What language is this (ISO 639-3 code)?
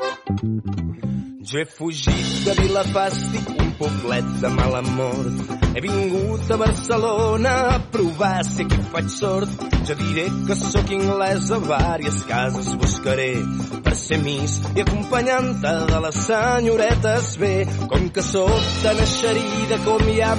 cat